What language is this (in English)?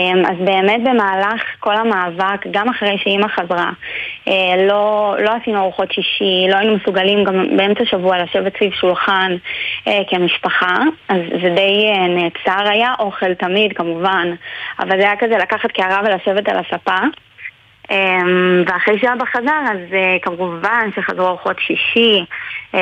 Hebrew